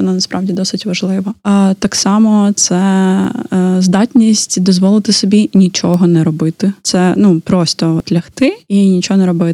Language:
Ukrainian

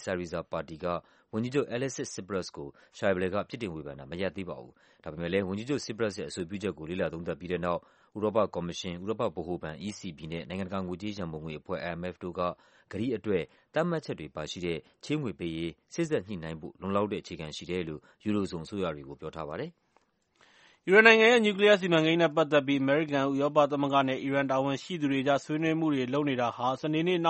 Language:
Burmese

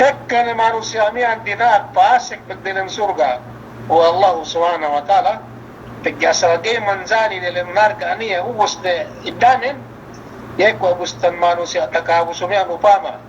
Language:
Yakan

